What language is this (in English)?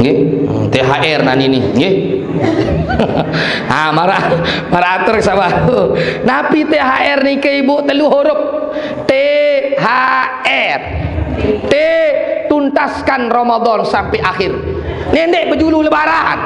Sasak